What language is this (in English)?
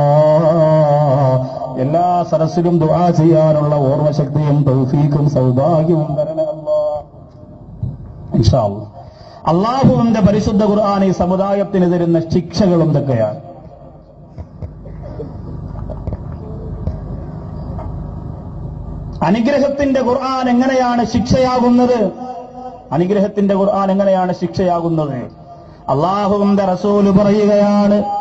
Malayalam